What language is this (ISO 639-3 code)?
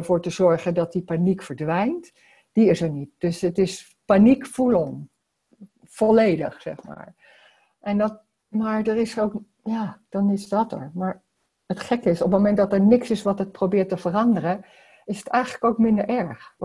nld